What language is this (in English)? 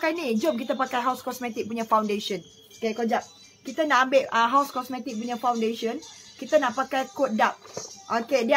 Malay